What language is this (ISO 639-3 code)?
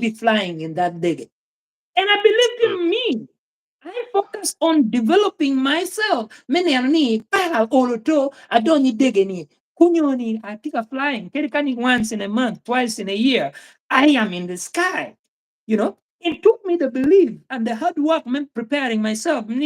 ach